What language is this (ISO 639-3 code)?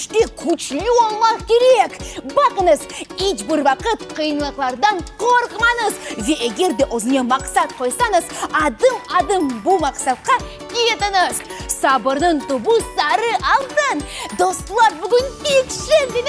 crh